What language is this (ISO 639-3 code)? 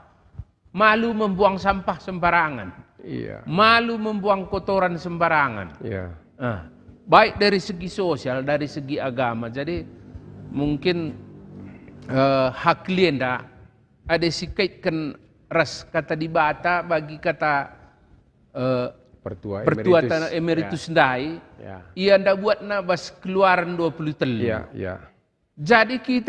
btx